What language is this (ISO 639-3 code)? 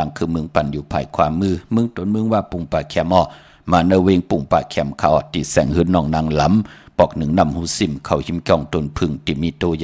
shn